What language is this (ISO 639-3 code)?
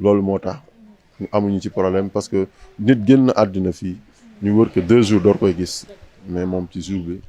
wol